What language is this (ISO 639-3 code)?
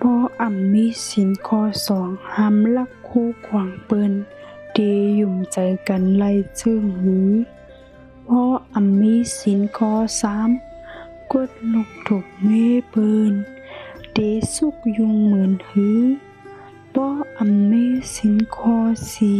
shn